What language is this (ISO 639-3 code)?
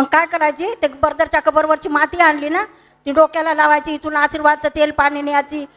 mar